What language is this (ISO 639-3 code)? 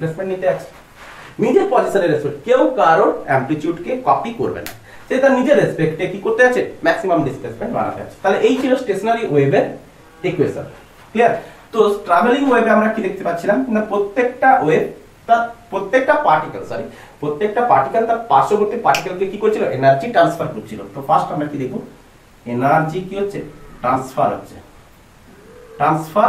ben